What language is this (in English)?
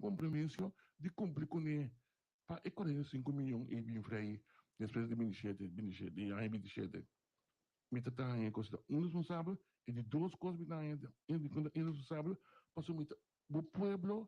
Papiamento